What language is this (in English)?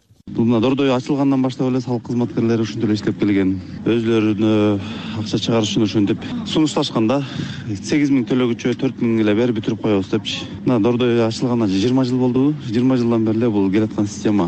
Kyrgyz